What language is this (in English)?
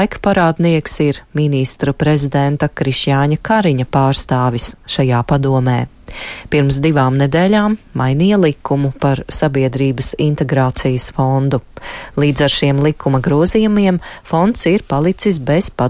Latvian